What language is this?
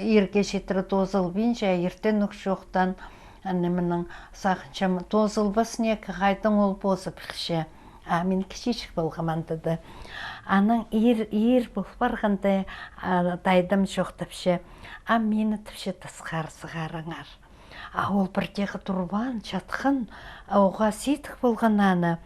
Khakas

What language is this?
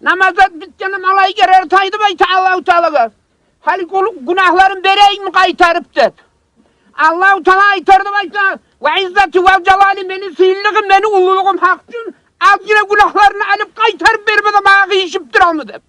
Kumyk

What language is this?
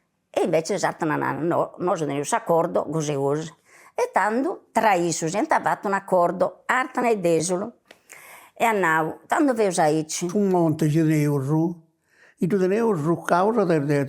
Sardinian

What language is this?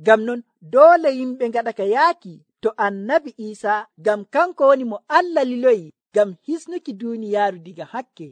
Nigerian Fulfulde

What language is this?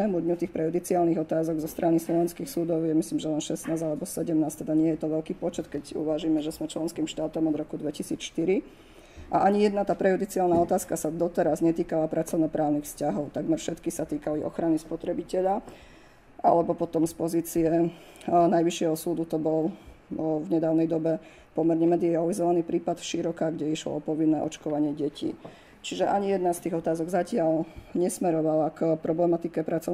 Slovak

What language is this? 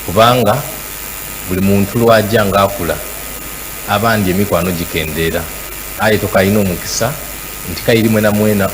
Soga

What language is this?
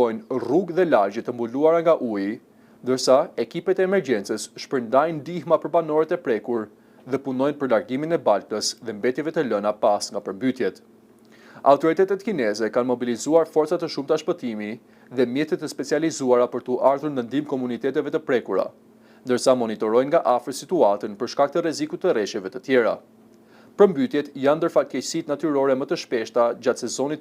Albanian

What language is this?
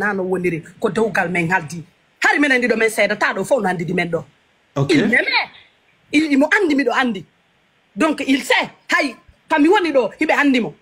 Pular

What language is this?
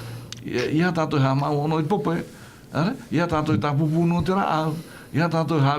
Tahitian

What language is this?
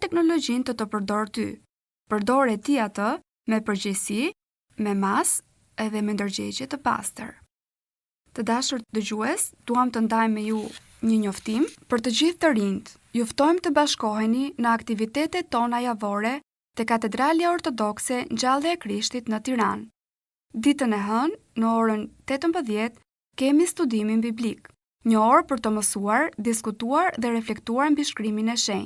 Albanian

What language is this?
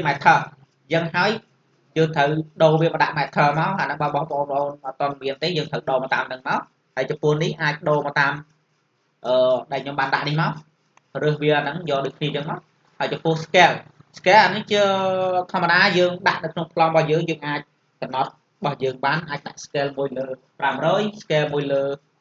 Khmer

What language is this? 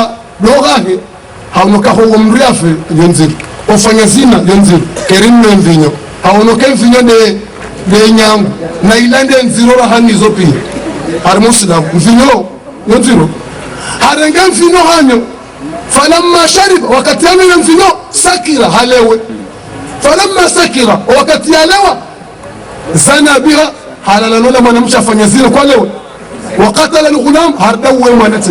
Ngazidja Comorian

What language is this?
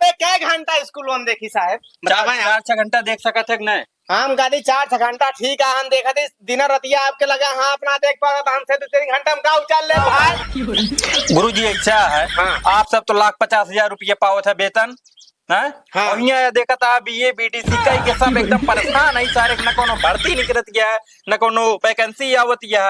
Awadhi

